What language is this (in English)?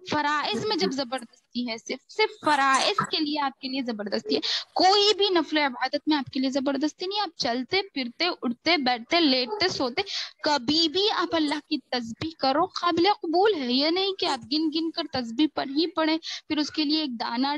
Urdu